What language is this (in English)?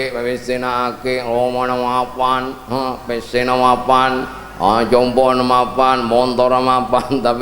Madurese